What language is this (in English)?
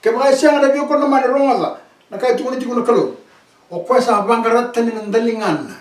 Fijian